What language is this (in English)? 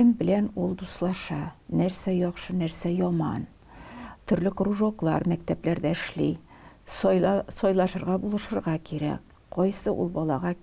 Tatar